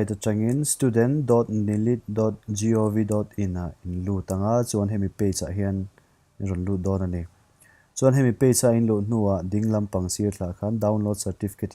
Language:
Mizo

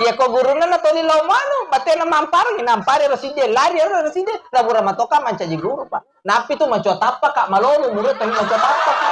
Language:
Buginese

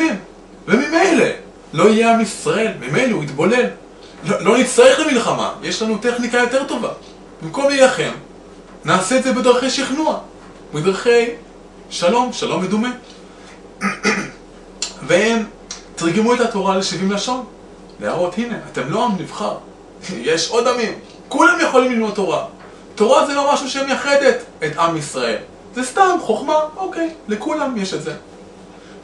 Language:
Hebrew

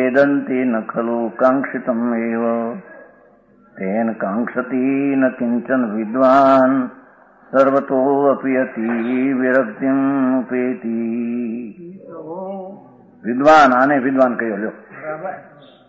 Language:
Gujarati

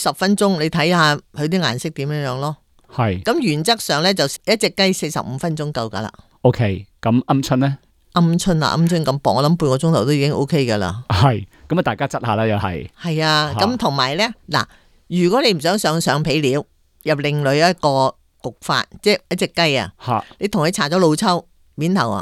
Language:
Cantonese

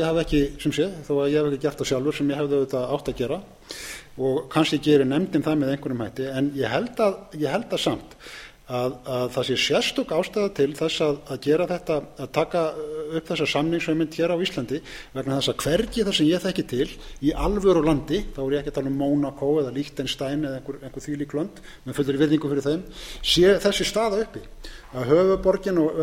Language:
Icelandic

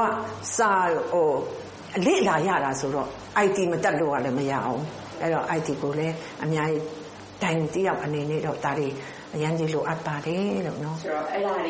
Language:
Burmese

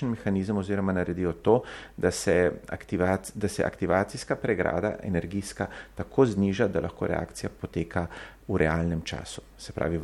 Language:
Slovenian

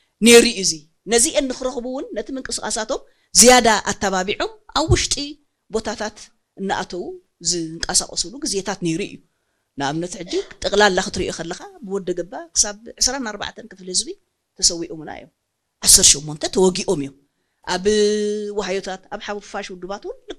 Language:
Tigrinya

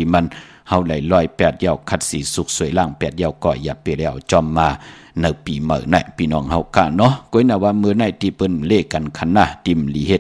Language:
Shan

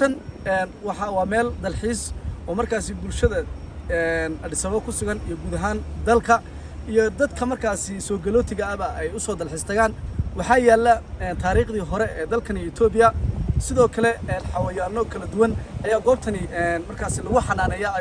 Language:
Somali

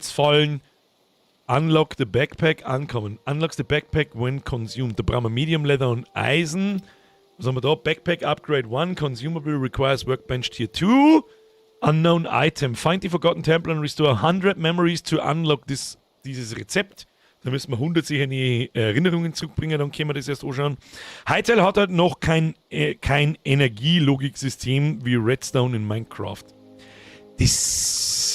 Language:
Bavarian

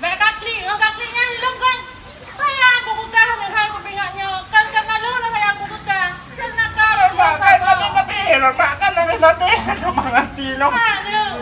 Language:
Achinese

